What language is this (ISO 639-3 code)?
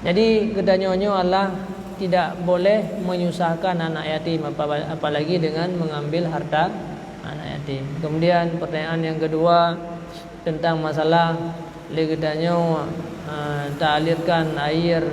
ace